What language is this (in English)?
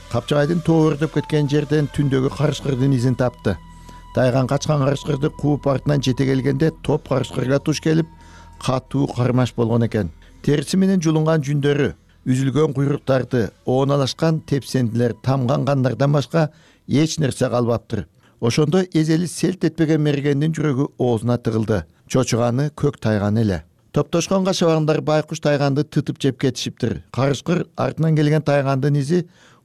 Kyrgyz